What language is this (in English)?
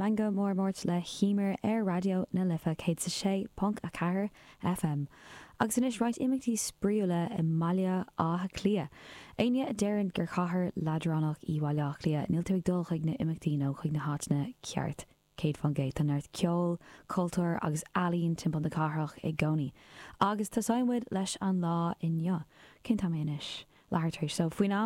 Irish